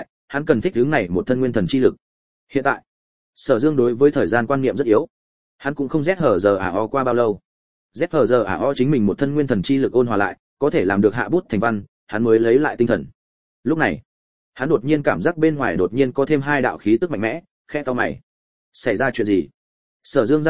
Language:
Vietnamese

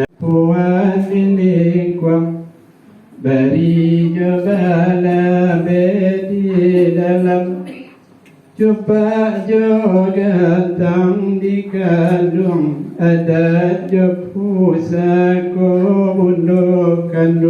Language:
Minangkabau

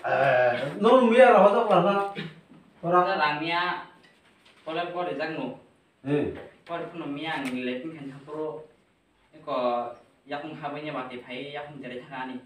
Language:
Kok Borok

